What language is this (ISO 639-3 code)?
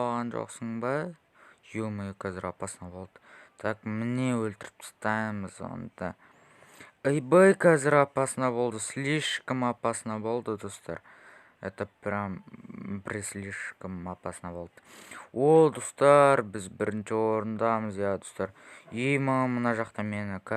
kaz